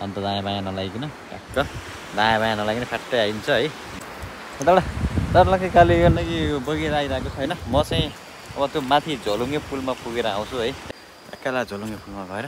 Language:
Nepali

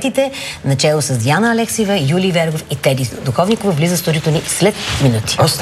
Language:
Bulgarian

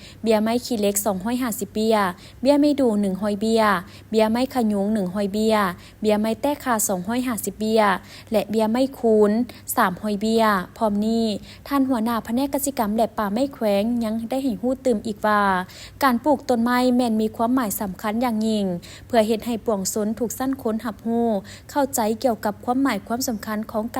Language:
Lao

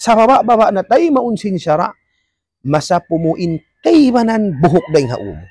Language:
Tausug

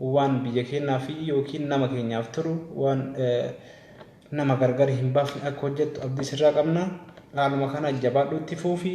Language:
Oromo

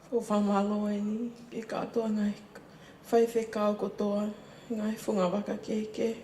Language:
Tongan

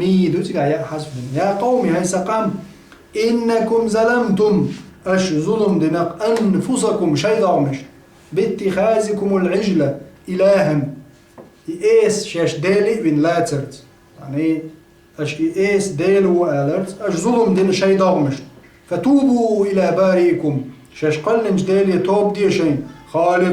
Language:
Chechen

